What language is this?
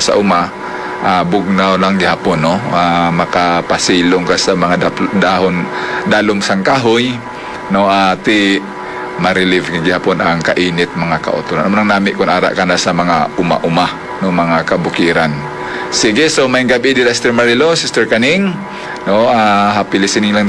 Hiligaynon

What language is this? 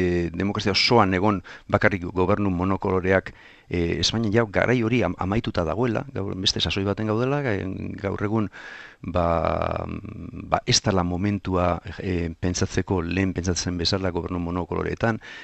Basque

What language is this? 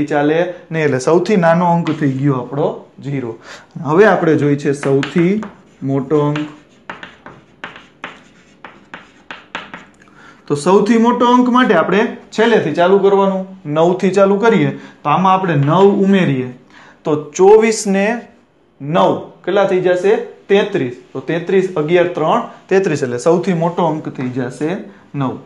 Gujarati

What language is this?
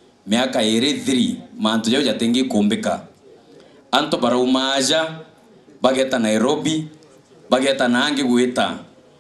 Meru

